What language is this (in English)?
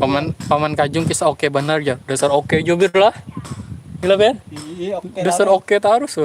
Banjar